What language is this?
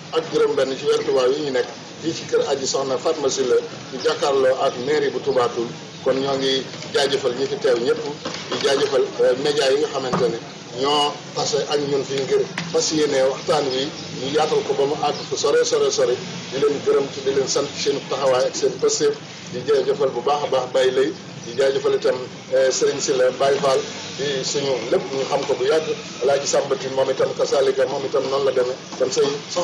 Wolof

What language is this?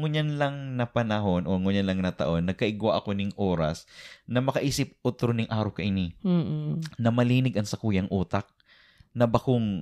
Bikol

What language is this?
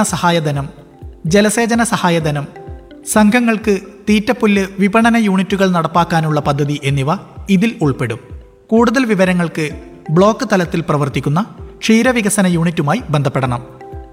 Malayalam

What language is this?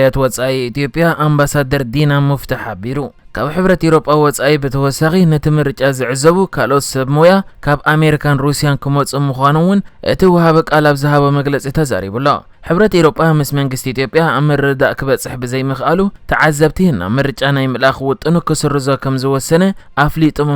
Tigrinya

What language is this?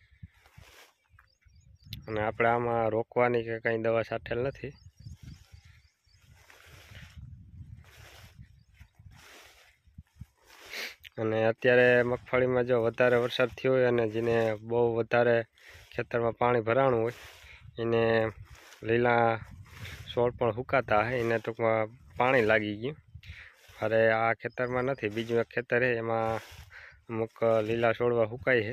Gujarati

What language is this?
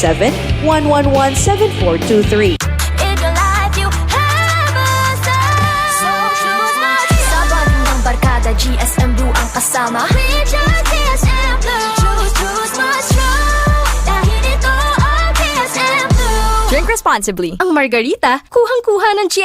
Bikol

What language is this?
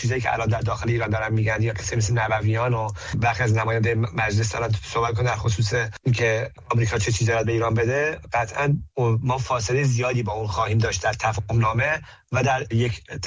Persian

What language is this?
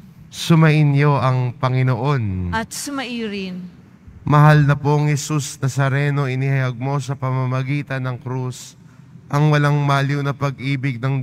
Filipino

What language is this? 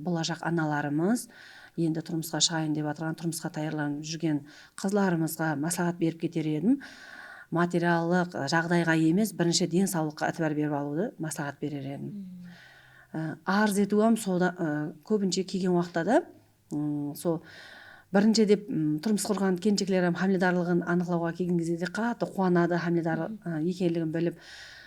Kara-Kalpak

